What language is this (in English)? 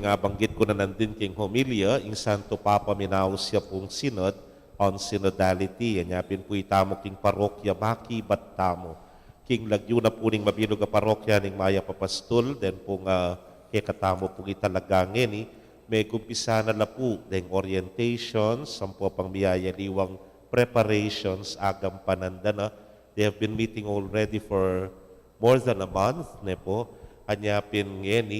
Pampanga